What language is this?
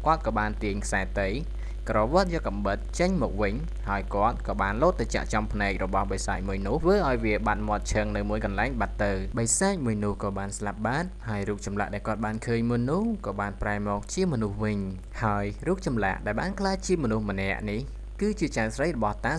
Khmer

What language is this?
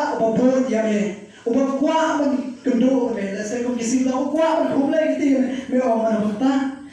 Khasi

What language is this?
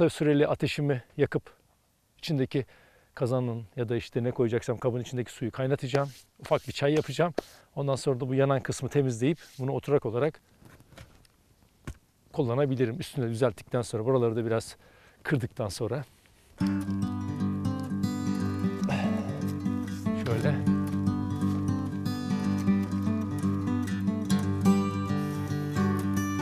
Turkish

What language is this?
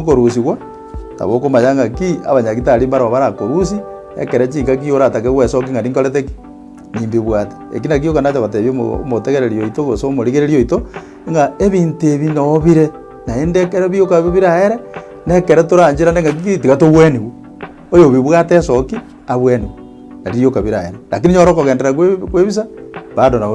Gusii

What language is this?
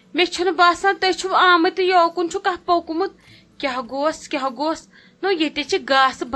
Kashmiri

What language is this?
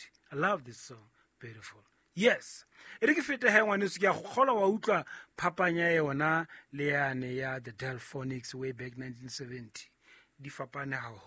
Southern Sotho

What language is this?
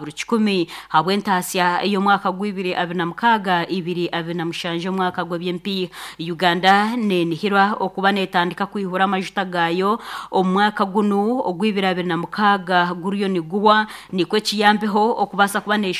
Nyankole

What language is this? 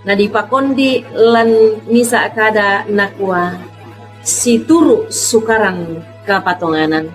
Toraja-Sa'dan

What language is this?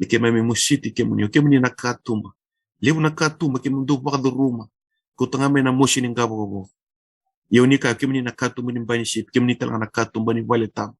Fijian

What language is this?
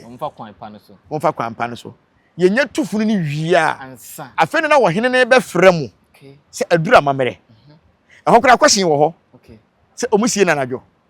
Akan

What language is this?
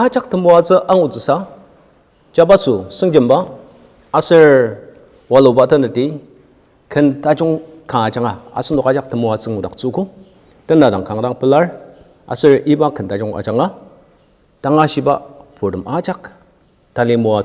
Ao Naga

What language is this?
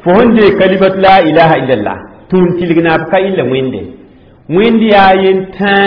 Mossi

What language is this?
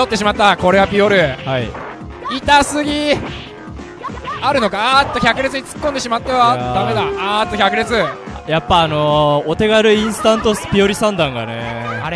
Japanese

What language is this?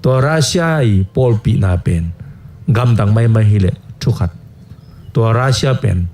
Tedim Chin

